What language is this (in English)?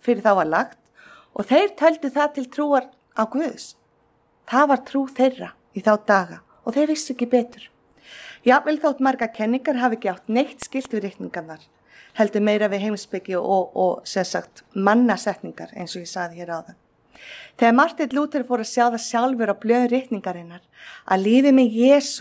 Icelandic